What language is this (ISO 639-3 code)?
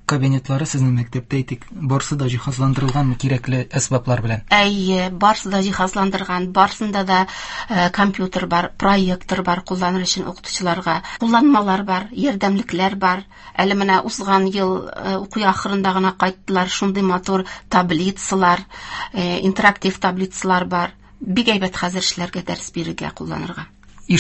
tat